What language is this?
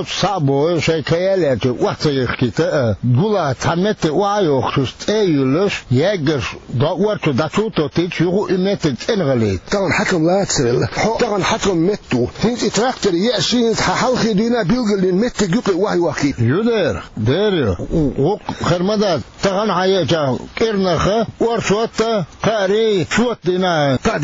Chechen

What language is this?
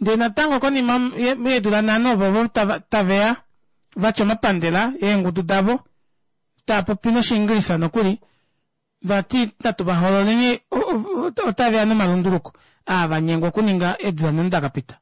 Kuanyama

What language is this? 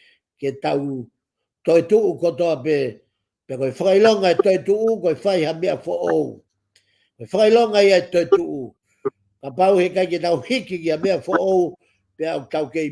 Tongan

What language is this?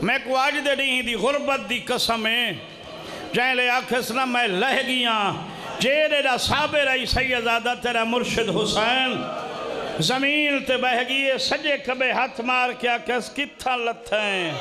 Saraiki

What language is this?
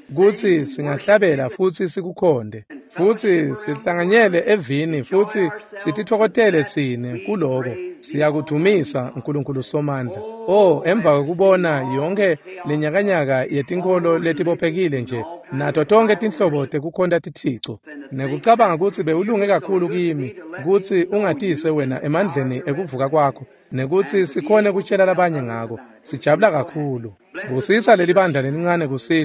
Swati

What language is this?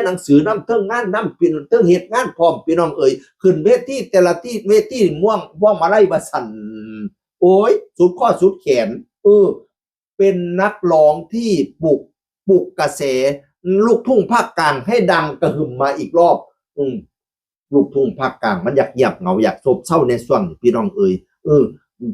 Northeastern Thai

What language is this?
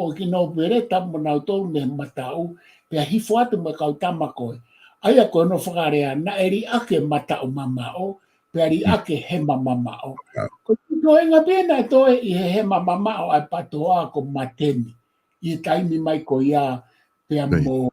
Tongan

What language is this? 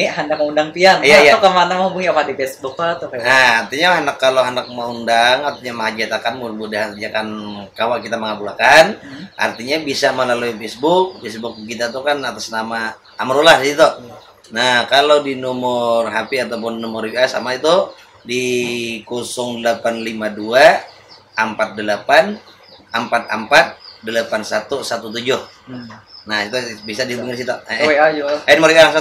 Banjar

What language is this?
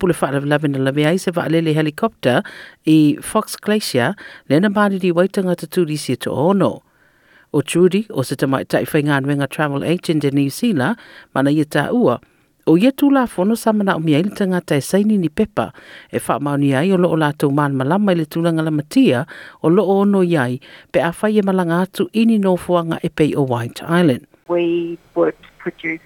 Samoan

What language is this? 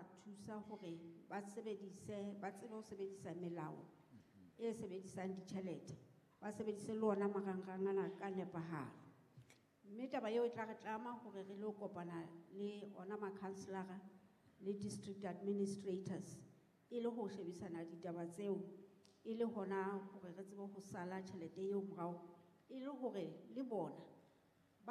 Southern Sotho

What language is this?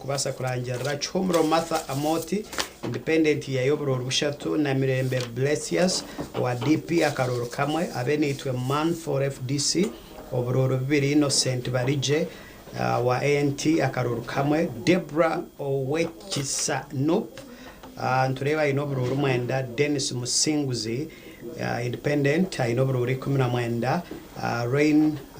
Nyankole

